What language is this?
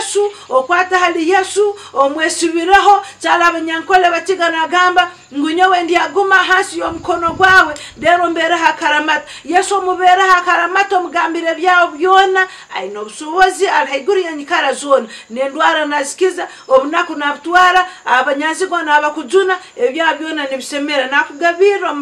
Nyankole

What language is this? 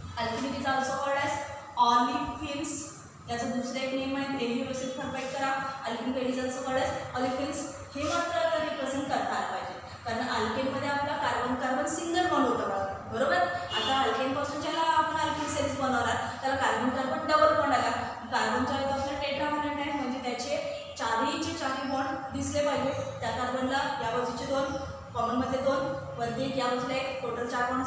Marathi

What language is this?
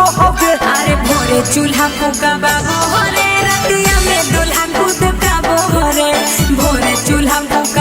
Magahi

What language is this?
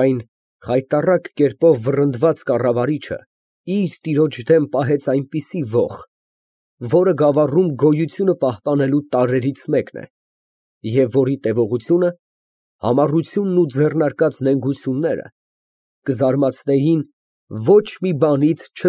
Armenian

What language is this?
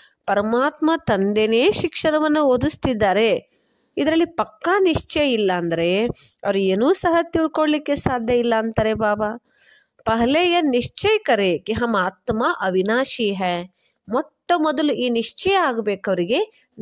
Kannada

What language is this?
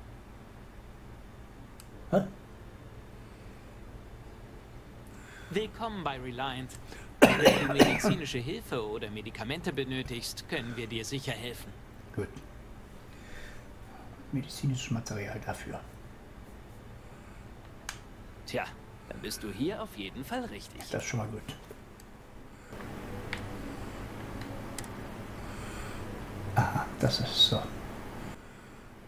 German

